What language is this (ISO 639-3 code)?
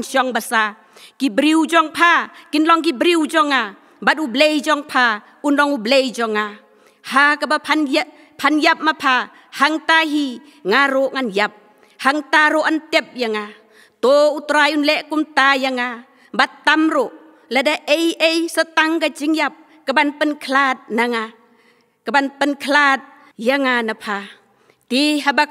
kha